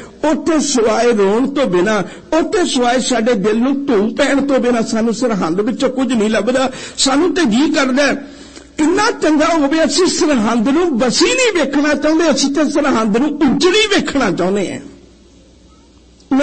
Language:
Punjabi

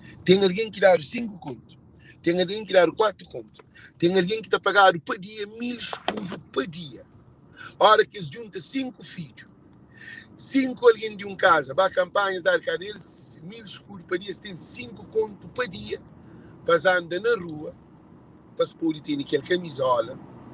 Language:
Kabuverdianu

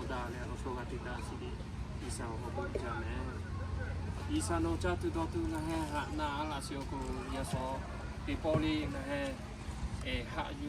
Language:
Lahu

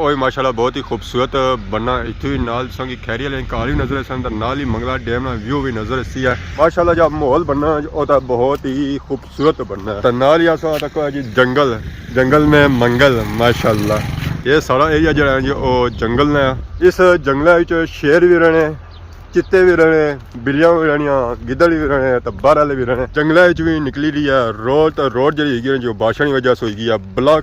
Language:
Pahari-Potwari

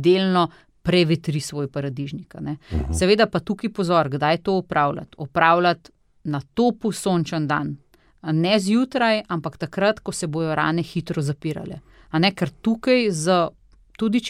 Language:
Slovenian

